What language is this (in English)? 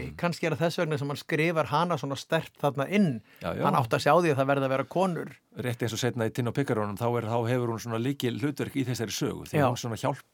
Icelandic